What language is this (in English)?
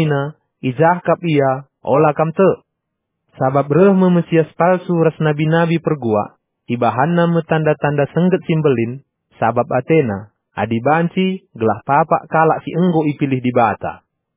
Batak Karo